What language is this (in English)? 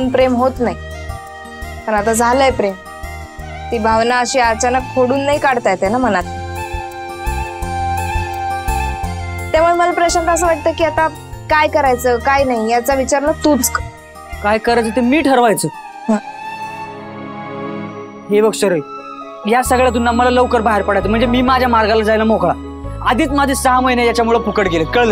Marathi